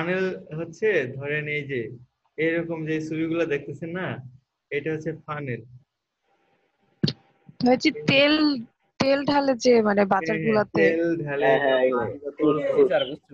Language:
Bangla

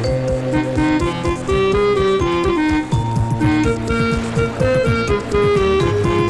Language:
Malayalam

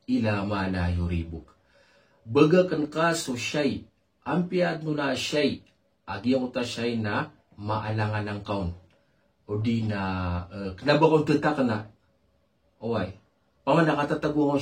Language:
Maranao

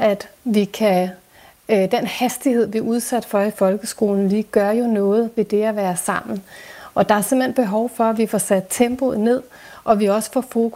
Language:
Danish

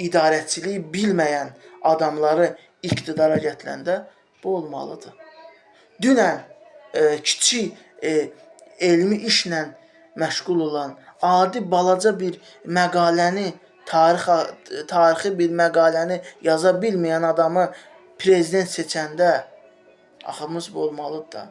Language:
Azerbaijani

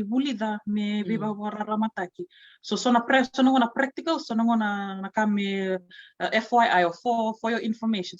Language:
Fijian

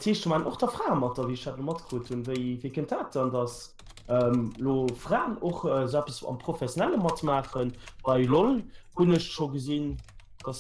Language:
Luxembourgish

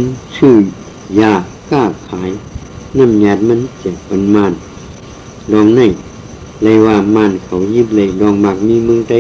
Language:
Shan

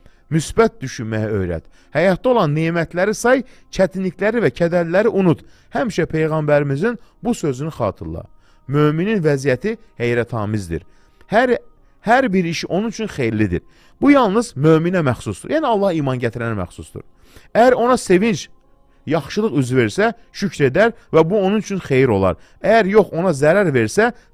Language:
Azerbaijani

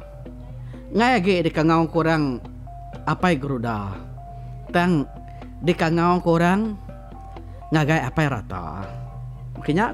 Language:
Iban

